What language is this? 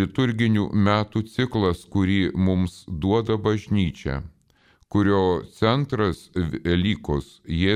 Lithuanian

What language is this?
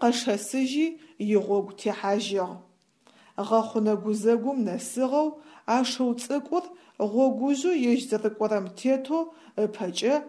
Adyghe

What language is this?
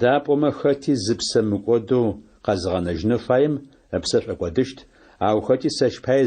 Adyghe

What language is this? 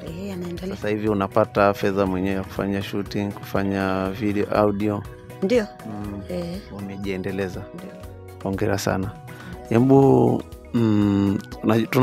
Swahili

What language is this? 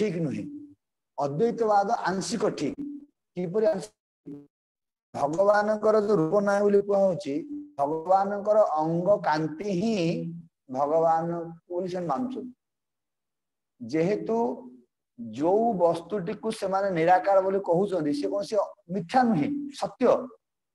Odia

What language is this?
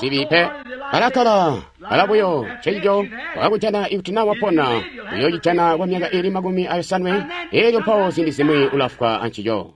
Tonga (Zambia)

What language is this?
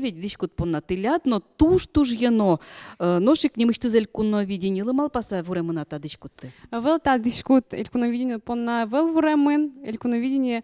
Udmurt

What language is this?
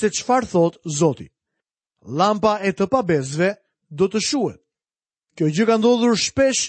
Albanian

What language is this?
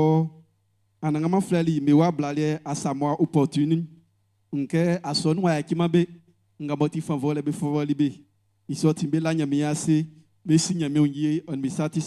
Baoulé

